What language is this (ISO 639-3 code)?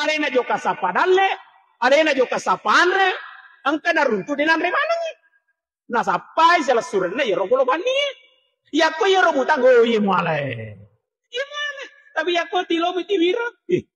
bug